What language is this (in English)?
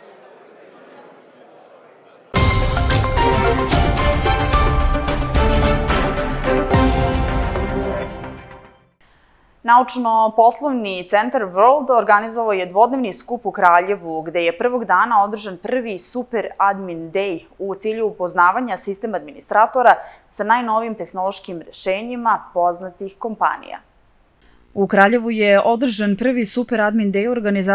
Serbian